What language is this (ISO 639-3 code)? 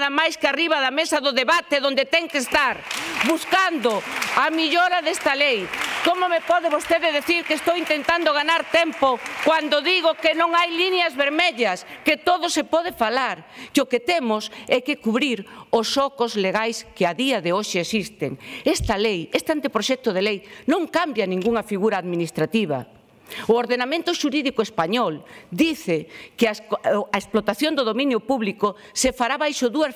glg